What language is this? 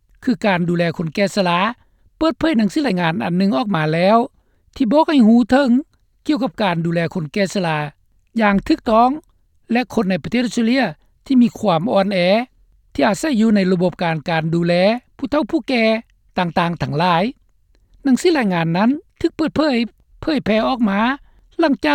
Lao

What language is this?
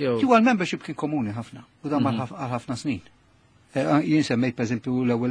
Maltese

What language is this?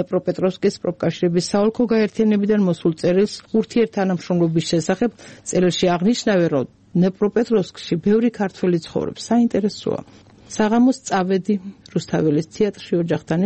Georgian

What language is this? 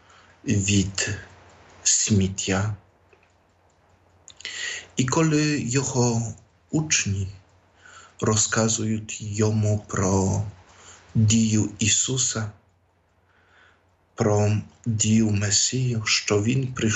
Ukrainian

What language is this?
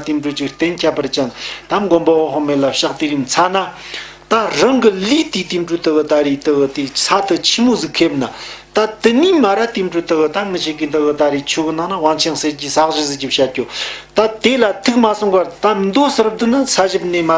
Tibetan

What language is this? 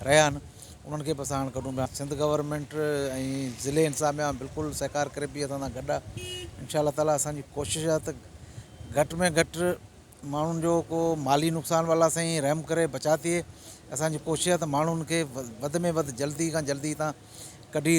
Sindhi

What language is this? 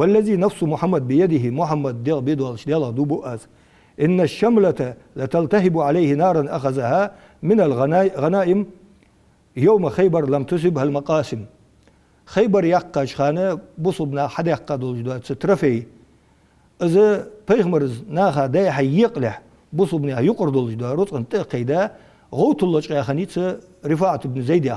Ingush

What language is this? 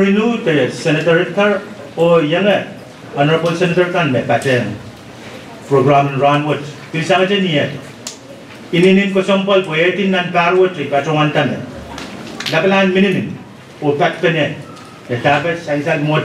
Pohnpeian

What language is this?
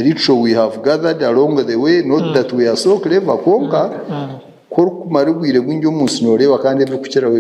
Nyankole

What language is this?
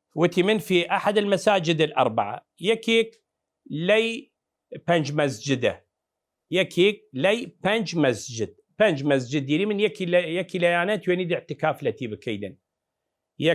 Southern Kurdish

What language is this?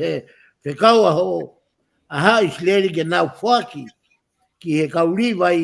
Tongan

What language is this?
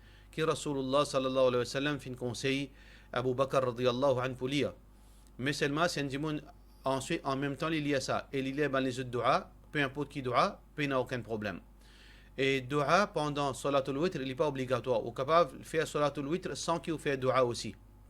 Morisyen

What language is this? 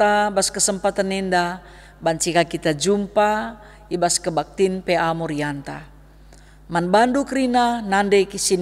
Batak Karo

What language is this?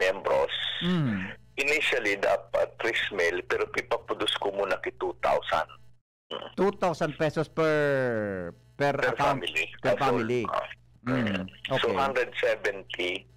Bikol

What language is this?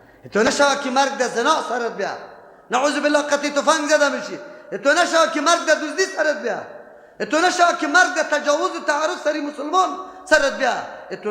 Persian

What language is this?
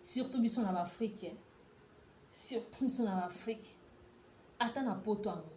Lingala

